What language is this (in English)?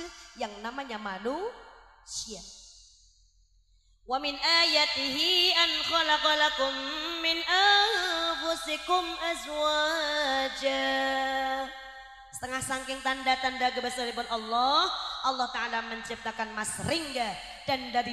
Javanese